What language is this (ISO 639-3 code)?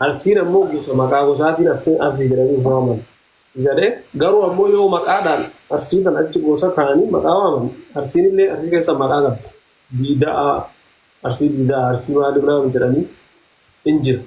orm